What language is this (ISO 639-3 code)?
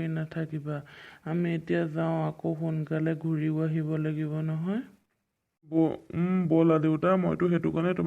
asm